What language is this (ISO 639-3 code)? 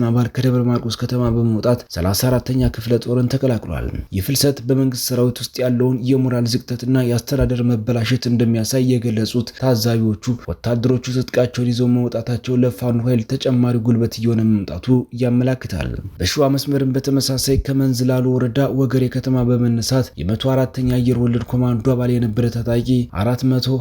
amh